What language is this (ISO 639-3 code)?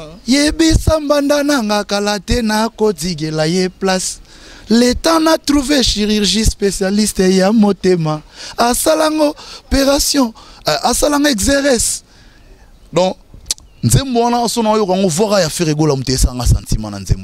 lin